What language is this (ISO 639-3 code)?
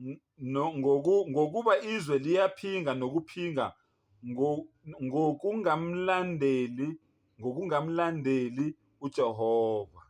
zul